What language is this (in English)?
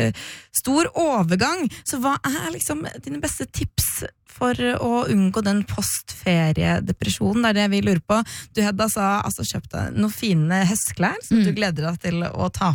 Norwegian